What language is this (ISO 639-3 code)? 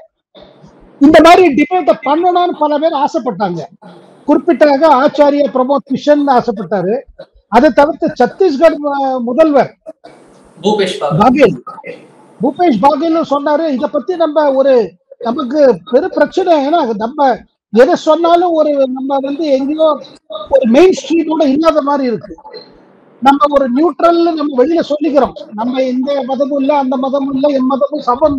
tam